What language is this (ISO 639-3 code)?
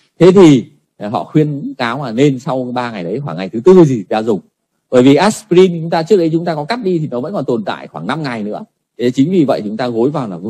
vie